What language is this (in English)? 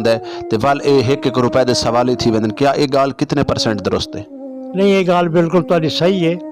Saraiki